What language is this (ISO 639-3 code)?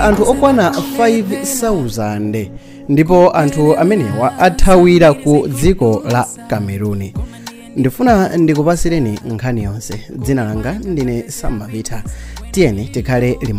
nya